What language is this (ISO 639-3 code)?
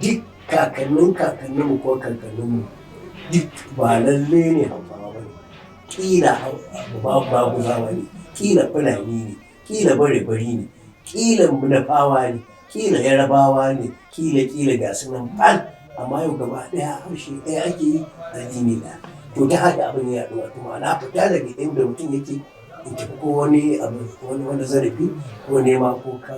hau